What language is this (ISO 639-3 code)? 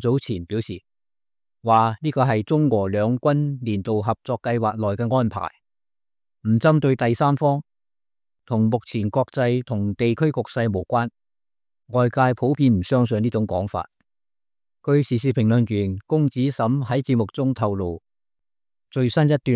yue